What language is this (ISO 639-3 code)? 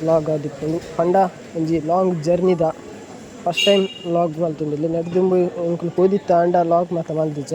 tcy